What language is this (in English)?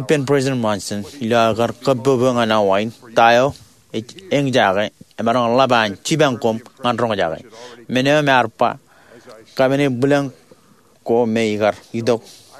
Marshallese